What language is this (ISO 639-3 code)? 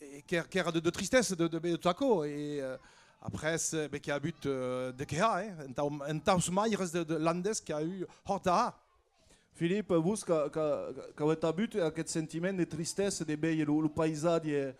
oci